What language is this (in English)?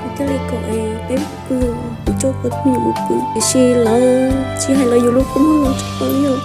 Hmong